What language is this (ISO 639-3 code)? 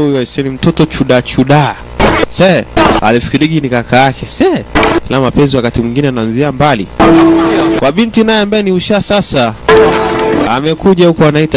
swa